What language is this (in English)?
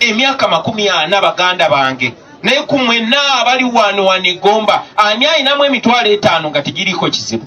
Ganda